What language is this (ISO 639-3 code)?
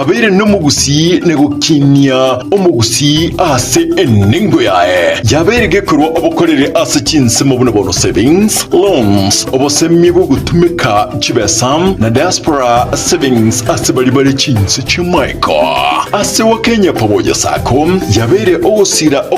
guz